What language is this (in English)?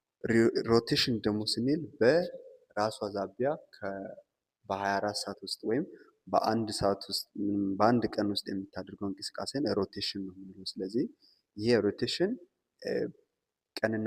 Amharic